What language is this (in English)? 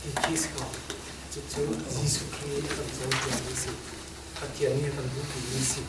Hakha Chin